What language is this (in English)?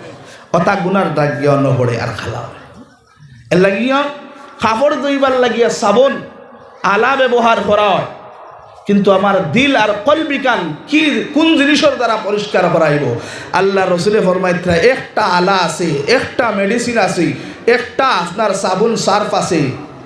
Sylheti